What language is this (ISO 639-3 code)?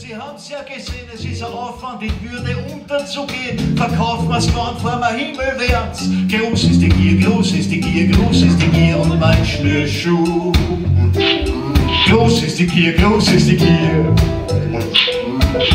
deu